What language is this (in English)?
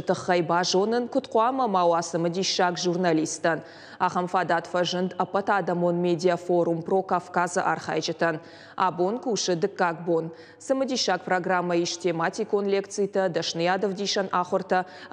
Ossetic